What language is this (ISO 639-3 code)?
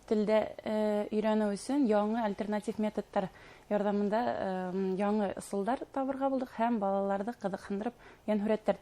bak